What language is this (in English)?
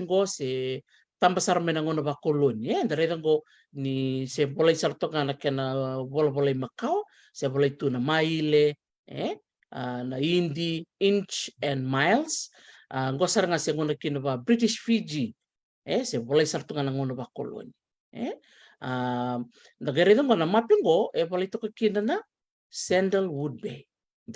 Fijian